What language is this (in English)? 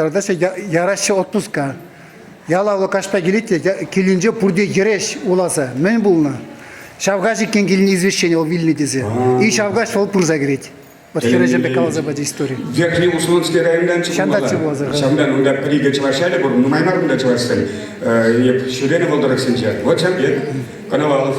Chuvash